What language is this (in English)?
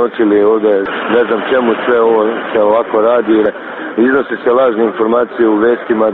Serbian